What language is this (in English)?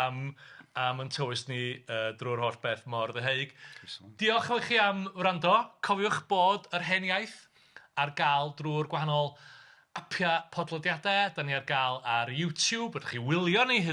Welsh